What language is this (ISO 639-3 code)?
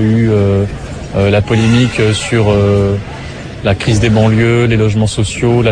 fra